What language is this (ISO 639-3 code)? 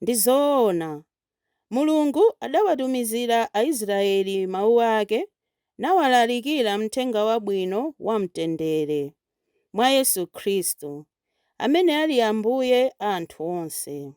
nya